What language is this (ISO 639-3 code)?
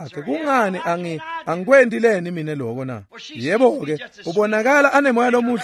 ssw